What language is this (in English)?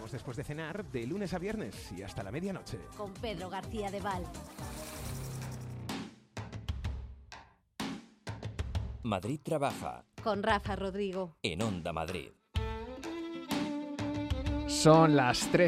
Spanish